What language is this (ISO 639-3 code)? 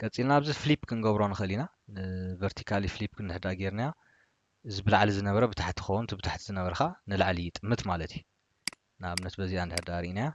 tir